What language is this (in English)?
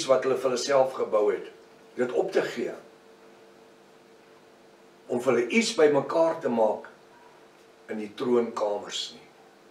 Afrikaans